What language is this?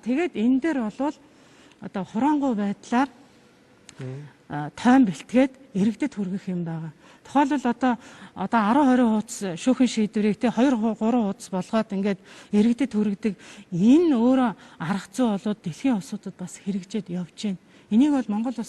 Mongolian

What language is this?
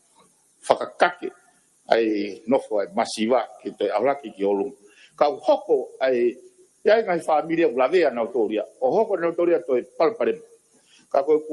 Tongan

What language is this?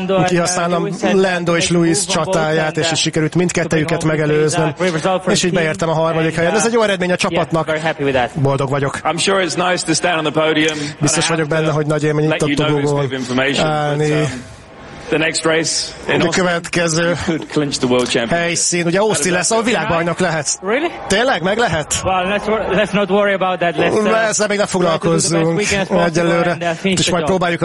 Hungarian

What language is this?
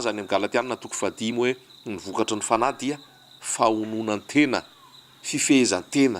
Malagasy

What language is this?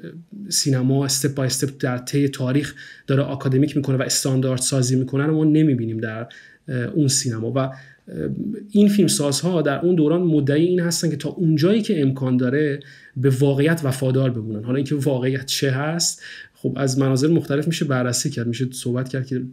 Persian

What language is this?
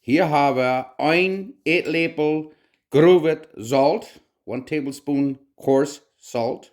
Plautdietsch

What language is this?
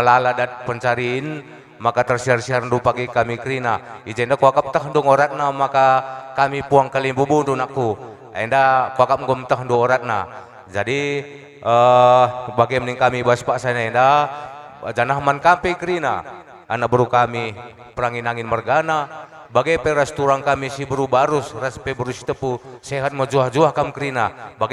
Batak Karo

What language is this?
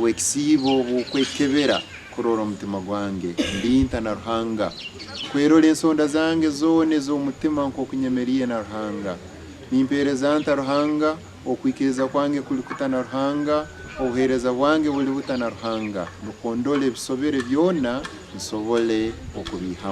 Nyankole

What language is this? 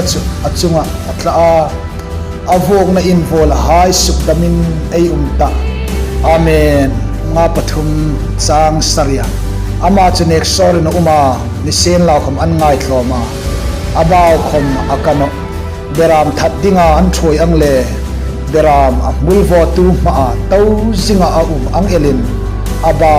Hmar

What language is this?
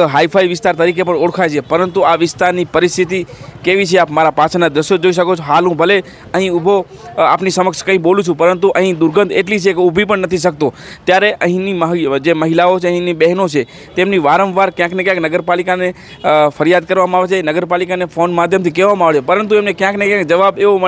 Gujarati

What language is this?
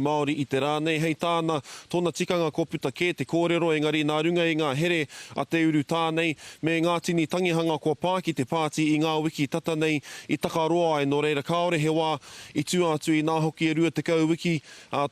Māori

